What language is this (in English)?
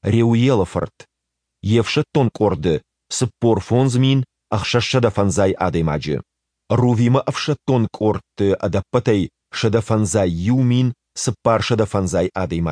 Ossetic